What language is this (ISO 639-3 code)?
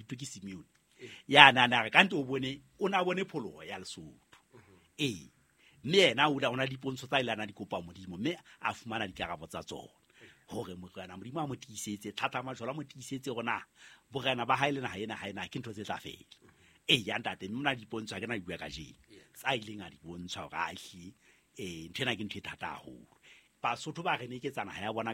sot